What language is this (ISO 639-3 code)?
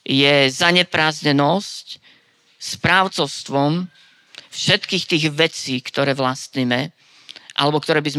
slk